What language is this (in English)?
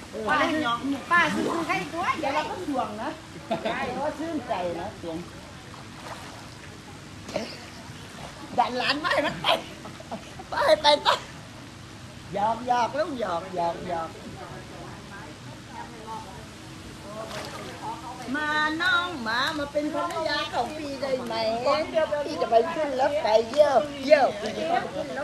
Thai